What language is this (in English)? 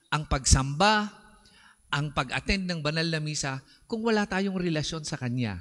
Filipino